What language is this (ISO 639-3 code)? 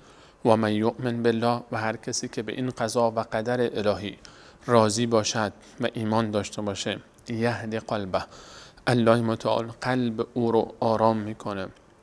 fas